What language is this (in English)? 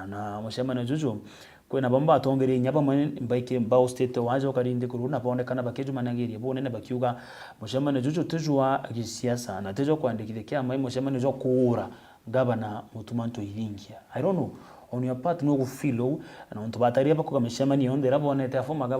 Meru